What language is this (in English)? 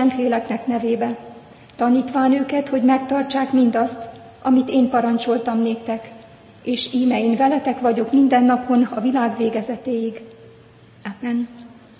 Hungarian